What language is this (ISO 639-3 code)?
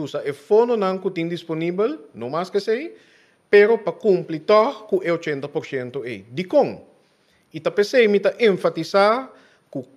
pap